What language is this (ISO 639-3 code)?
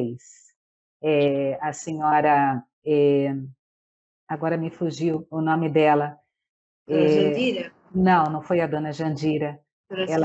por